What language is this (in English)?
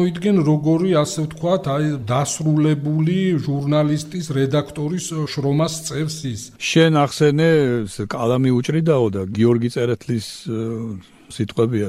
Georgian